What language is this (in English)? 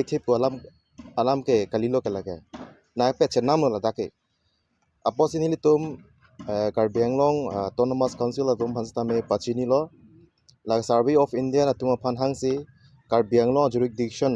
Karbi